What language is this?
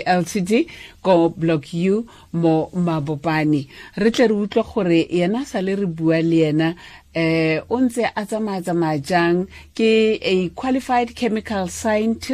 Tswana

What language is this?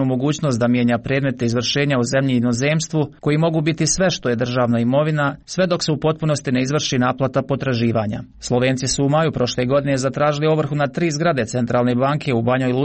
Croatian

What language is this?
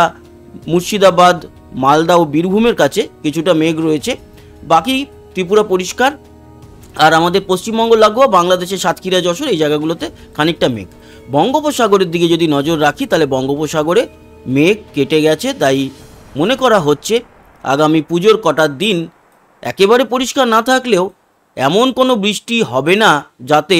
Bangla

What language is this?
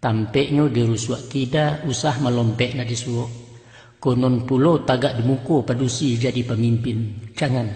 Minangkabau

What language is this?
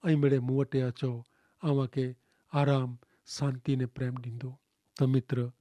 Kachhi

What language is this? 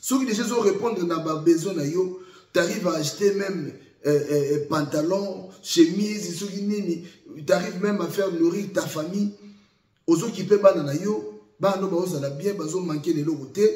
Lingala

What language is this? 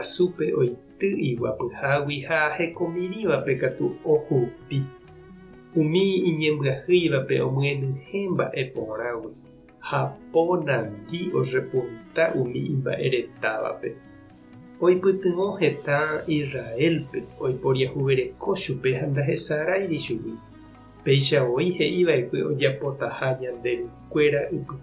Guarani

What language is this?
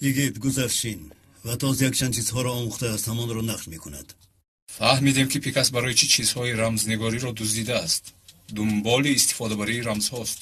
Tajik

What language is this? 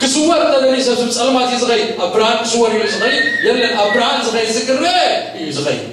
Tigrinya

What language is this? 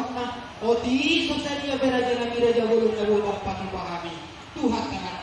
Batak Toba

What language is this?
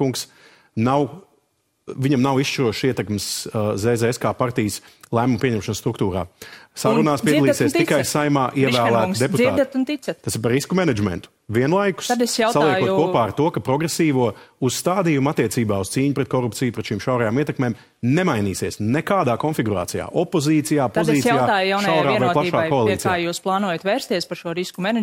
Latvian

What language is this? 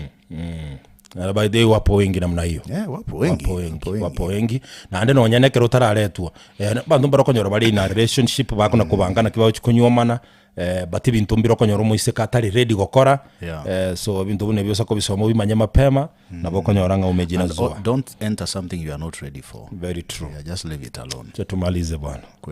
Gusii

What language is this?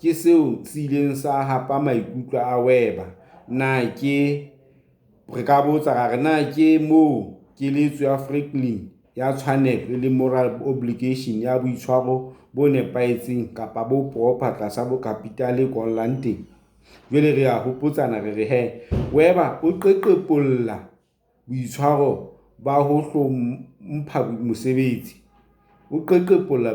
Southern Sotho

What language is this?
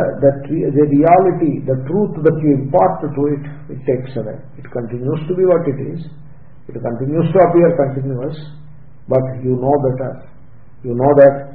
English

